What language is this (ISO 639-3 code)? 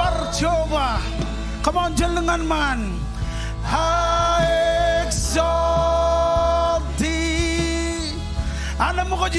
mah